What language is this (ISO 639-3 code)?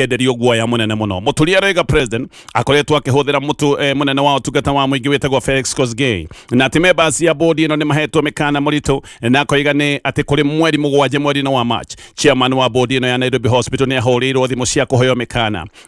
kik